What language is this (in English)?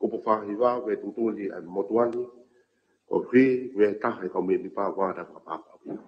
Tongan